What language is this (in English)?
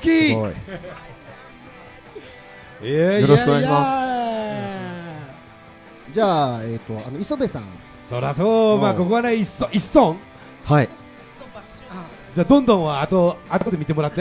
Japanese